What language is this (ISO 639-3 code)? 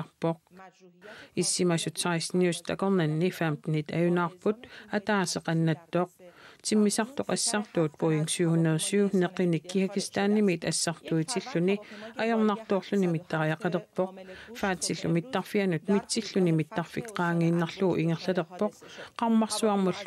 kal